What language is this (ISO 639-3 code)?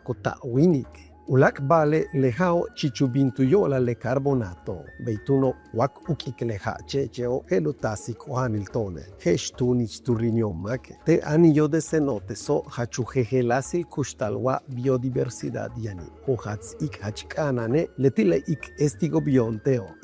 yua